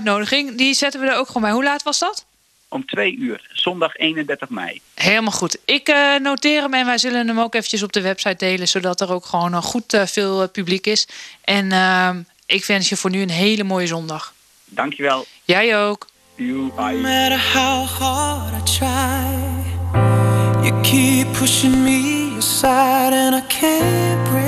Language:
Dutch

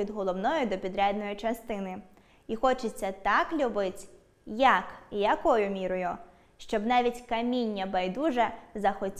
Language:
Ukrainian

